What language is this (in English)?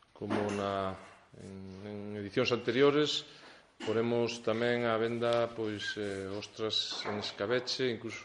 Galician